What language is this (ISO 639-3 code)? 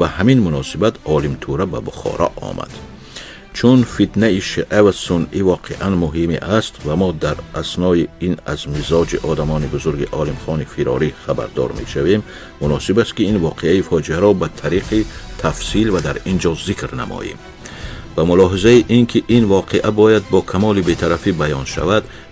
tgk